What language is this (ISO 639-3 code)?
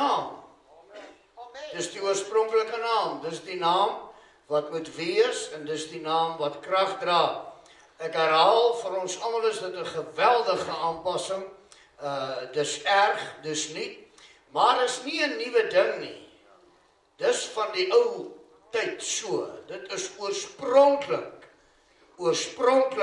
afr